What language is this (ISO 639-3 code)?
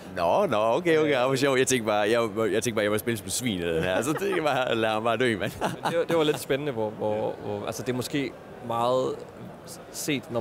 dan